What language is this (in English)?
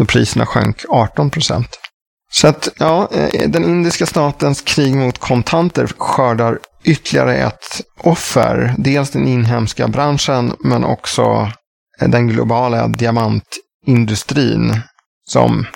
Swedish